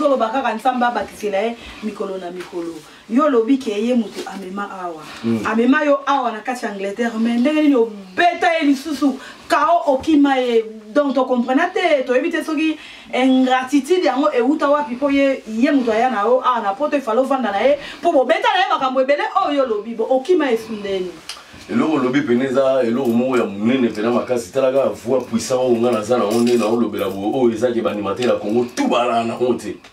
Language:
Lingala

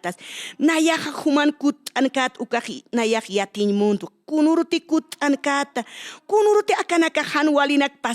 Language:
Aymara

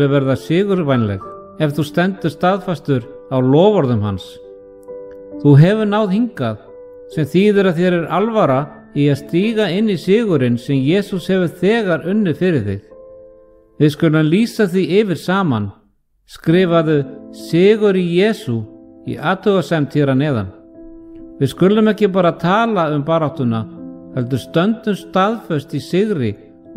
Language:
Icelandic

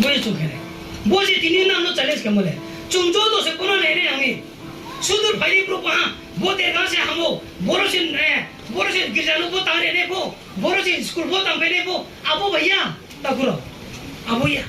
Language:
Riang (India)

